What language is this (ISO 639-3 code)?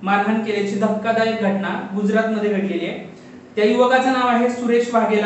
mar